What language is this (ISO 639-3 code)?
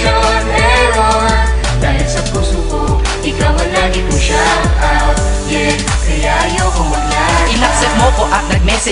fil